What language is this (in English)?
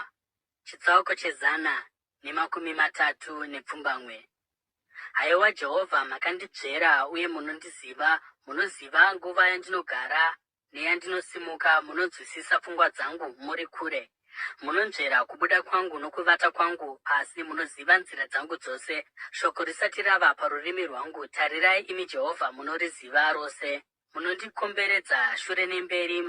Shona